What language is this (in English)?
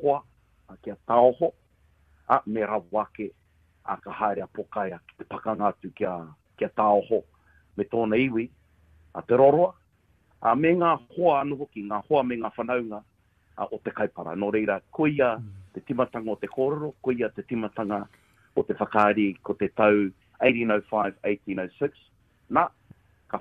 Māori